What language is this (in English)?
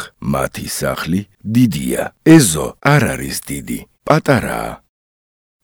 Georgian